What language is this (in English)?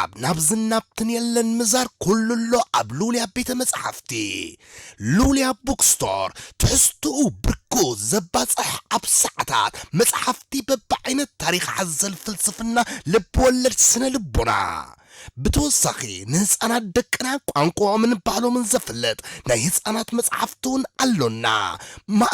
Tigrinya